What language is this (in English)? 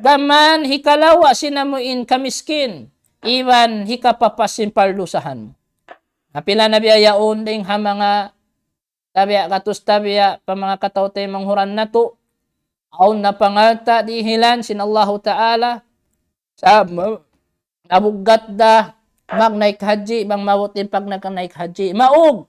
Tausug